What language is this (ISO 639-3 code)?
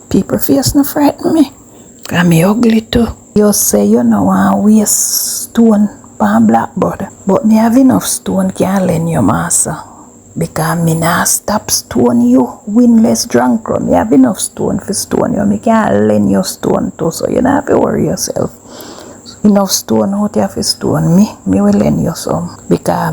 jam